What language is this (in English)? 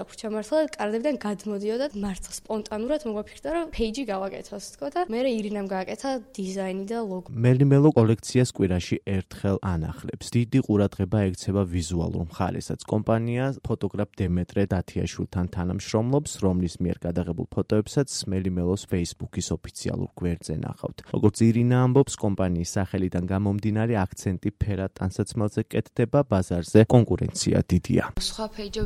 Georgian